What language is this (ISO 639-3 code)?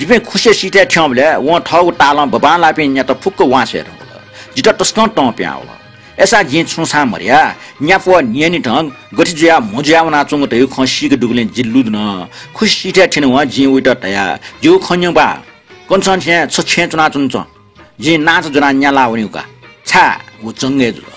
new